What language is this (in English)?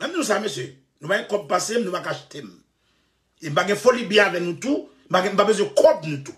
Haitian Creole